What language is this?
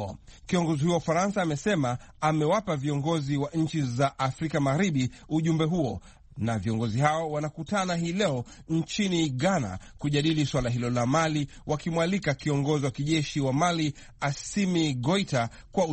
Swahili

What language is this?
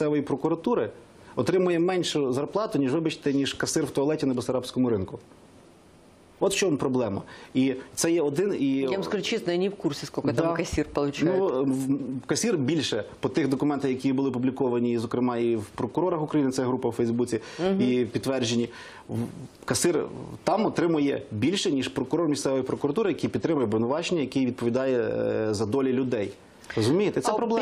Ukrainian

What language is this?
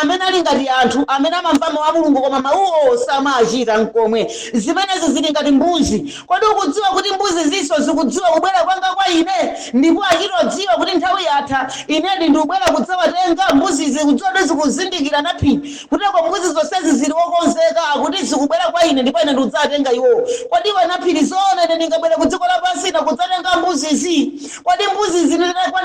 Nyanja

